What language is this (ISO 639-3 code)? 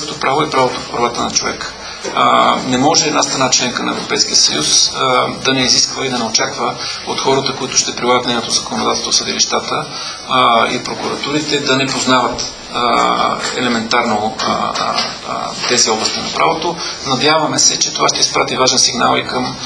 bul